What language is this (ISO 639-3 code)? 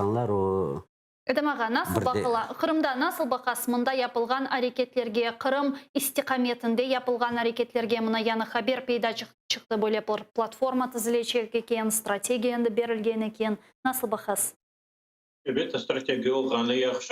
crh